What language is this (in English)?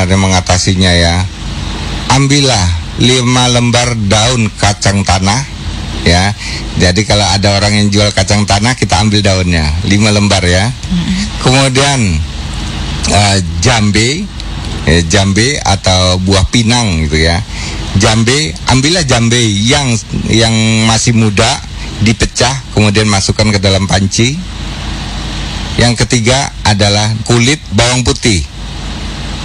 Indonesian